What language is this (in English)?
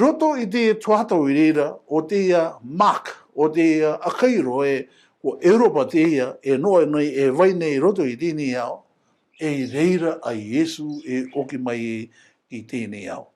Rarotongan